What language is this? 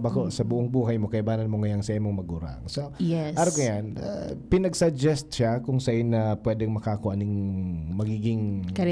Bikol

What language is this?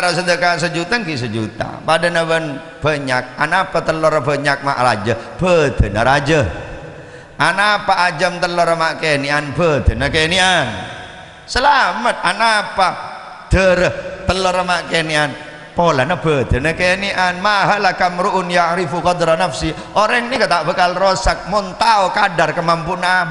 Madurese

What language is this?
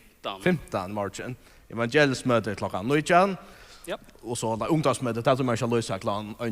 Faroese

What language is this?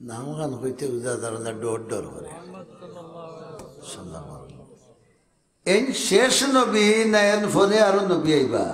Sylheti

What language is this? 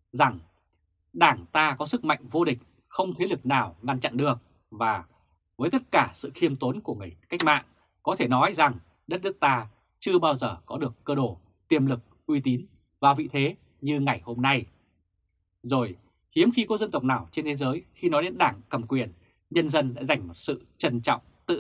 Vietnamese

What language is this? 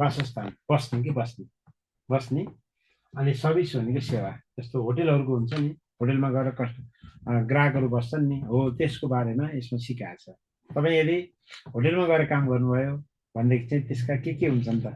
Nepali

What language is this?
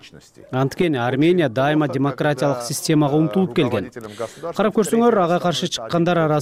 Kyrgyz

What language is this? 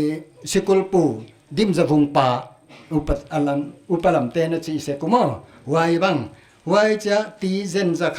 Paite Chin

